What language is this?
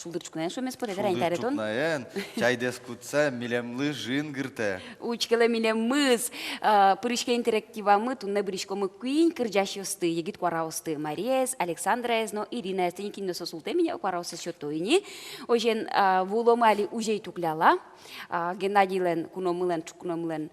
Udmurt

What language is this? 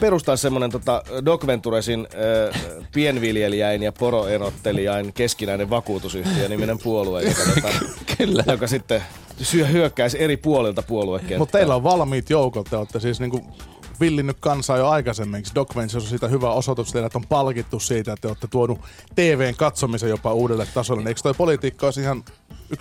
Finnish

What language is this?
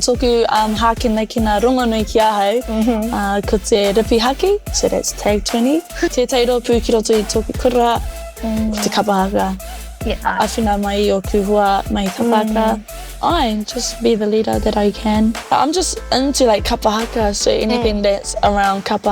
Māori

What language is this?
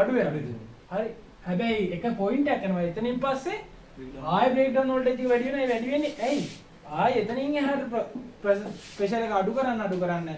Sinhala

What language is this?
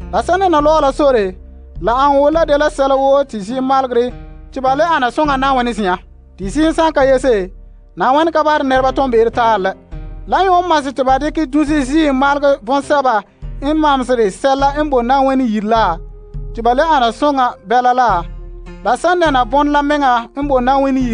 Frafra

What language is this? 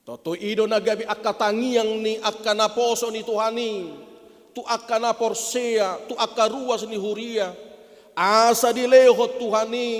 Batak Toba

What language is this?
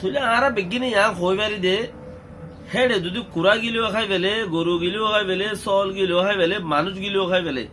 Rohingya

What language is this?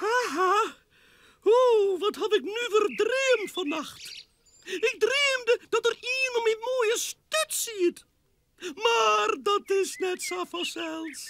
Western Frisian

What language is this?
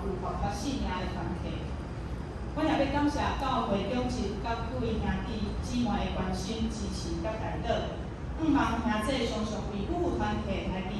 Min Nan Chinese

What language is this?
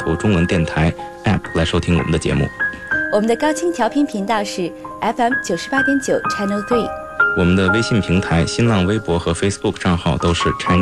Chinese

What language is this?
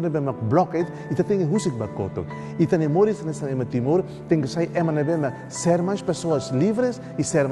Tetum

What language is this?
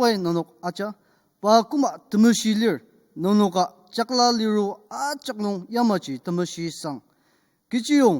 Ao Naga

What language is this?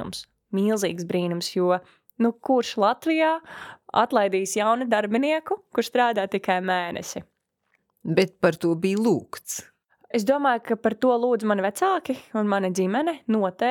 Latvian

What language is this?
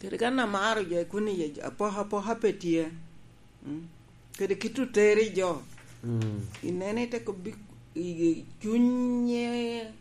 Lango (Uganda)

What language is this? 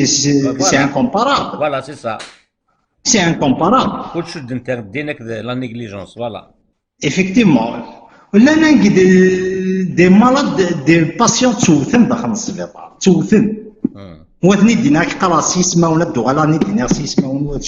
Kabyle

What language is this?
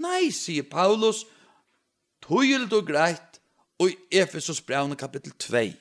Faroese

